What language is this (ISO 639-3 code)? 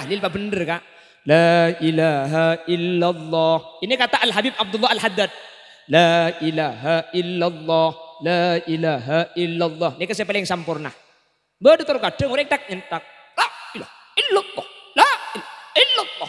mad